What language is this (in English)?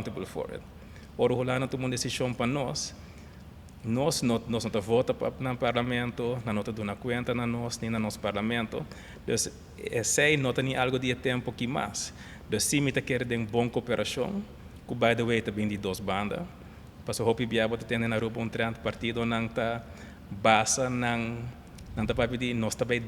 Papiamento